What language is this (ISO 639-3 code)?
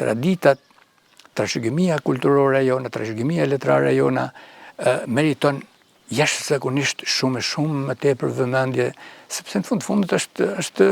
sqi